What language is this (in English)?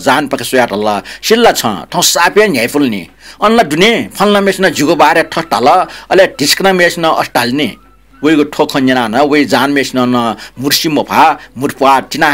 Newari